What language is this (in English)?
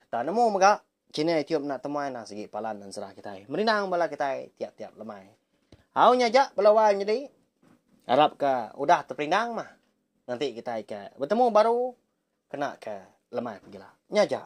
Iban